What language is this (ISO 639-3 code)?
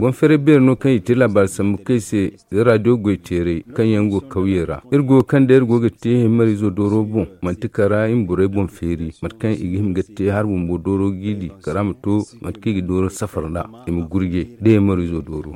dje